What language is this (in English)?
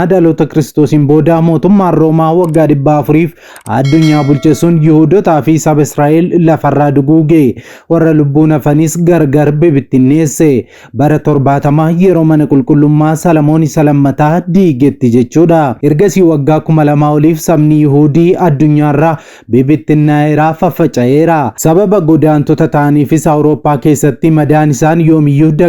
Oromo